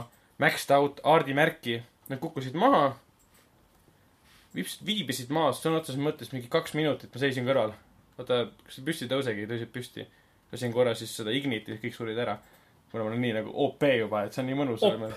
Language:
Estonian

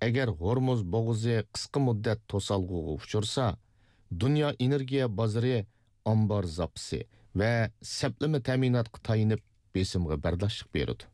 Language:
Uyghur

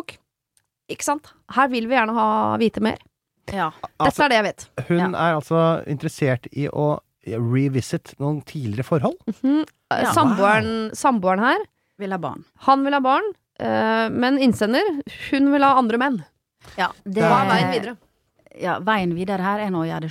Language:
Norwegian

